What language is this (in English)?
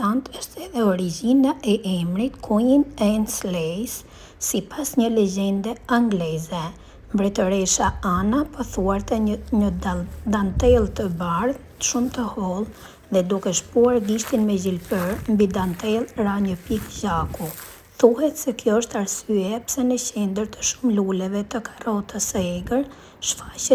Albanian